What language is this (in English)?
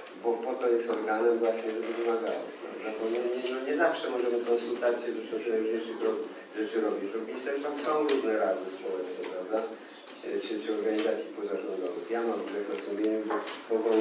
Polish